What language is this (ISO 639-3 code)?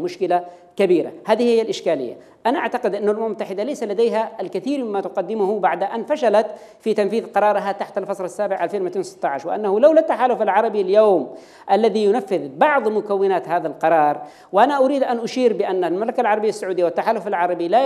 ara